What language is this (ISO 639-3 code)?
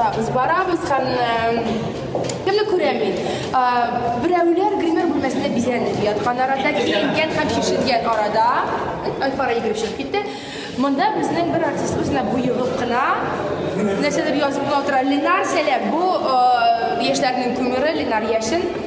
tat